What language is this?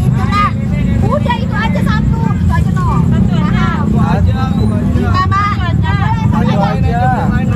Betawi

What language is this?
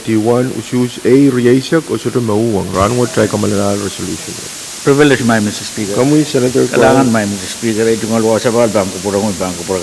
Pohnpeian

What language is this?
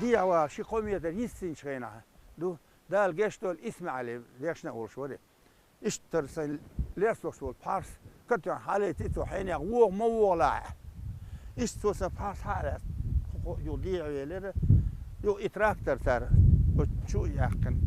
Chechen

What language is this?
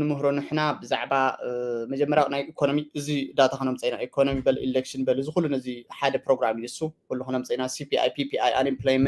Tigrinya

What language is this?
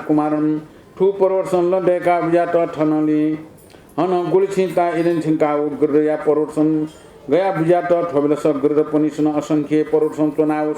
Newari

